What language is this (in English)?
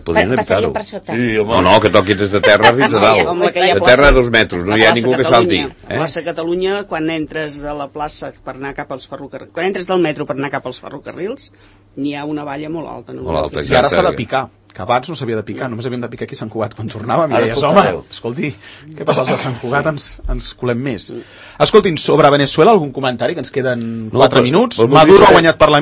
Catalan